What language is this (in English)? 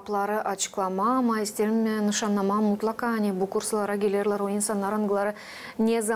Gagauz